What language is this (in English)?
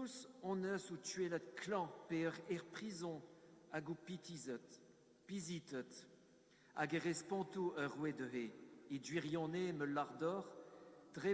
Breton